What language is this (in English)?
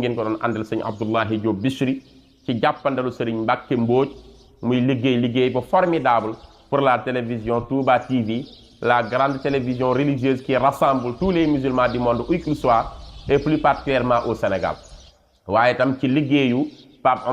Wolof